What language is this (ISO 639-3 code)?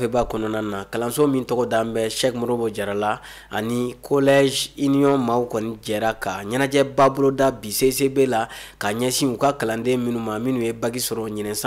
bam